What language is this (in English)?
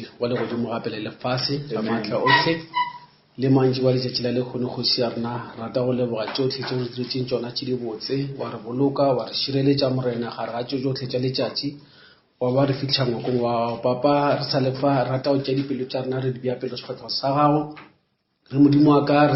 Northern Sotho